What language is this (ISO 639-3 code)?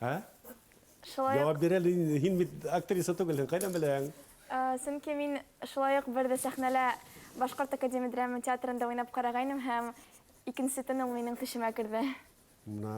bak